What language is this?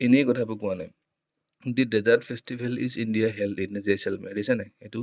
Assamese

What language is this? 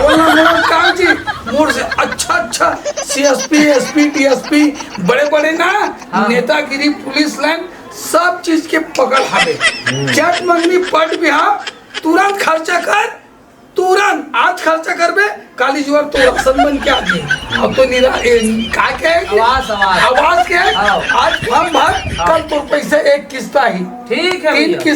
Chhattisgarhi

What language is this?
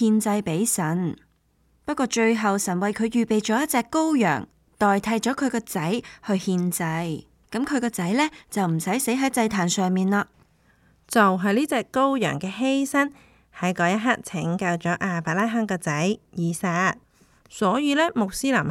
Cantonese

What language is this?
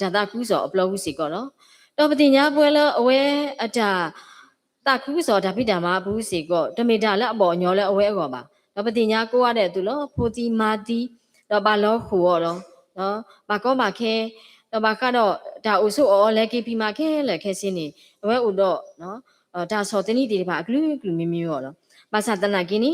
S'gaw Karen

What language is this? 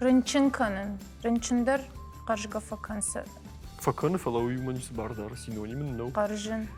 Ossetic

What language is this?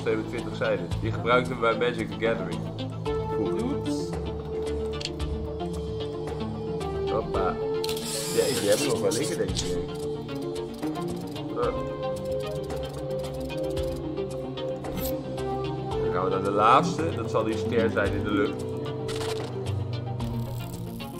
Dutch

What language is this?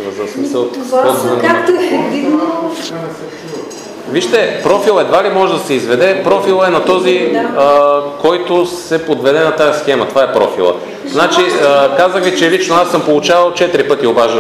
Bulgarian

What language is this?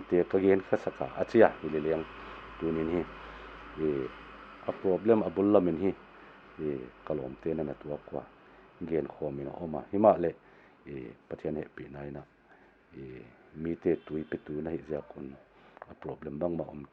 Paite Chin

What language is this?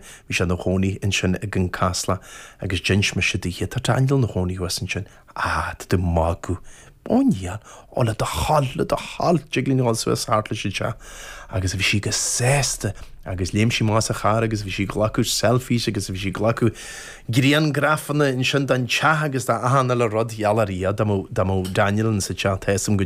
Irish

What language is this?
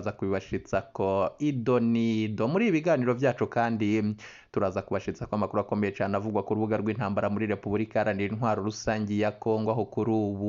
Rundi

